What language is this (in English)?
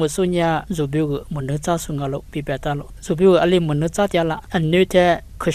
Lisu